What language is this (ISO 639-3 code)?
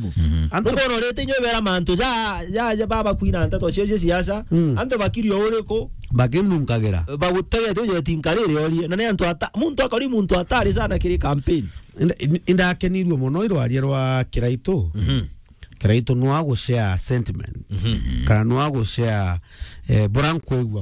mer